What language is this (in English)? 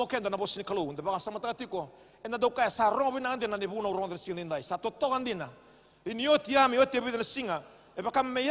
Fijian